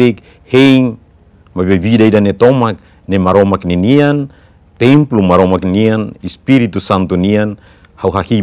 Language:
Tetum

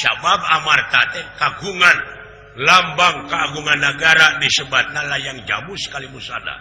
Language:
Sundanese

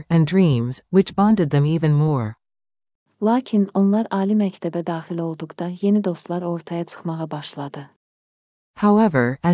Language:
Azerbaijani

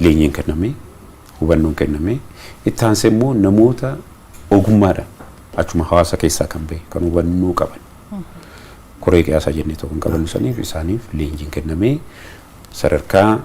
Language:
Oromo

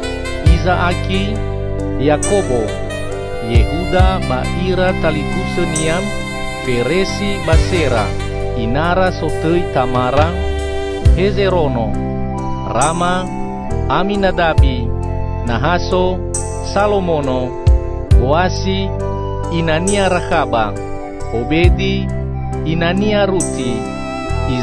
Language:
Nias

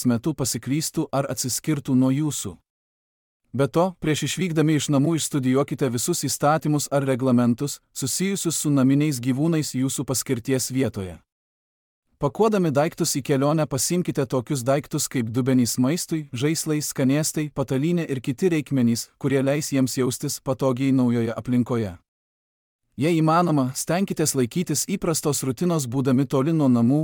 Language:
Lithuanian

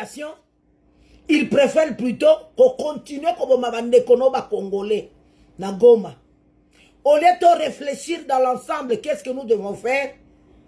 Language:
Lingala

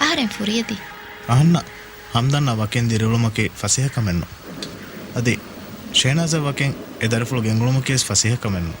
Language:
Divehi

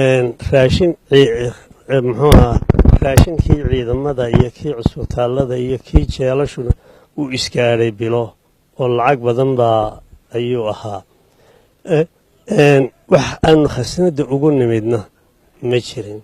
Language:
Somali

